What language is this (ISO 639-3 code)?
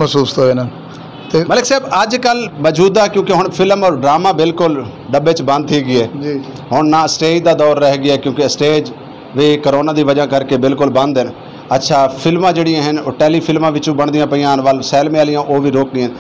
skr